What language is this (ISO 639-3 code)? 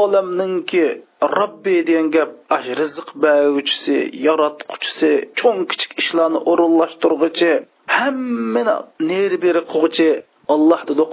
uig